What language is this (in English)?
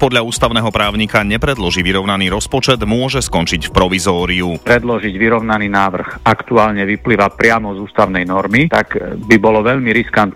Slovak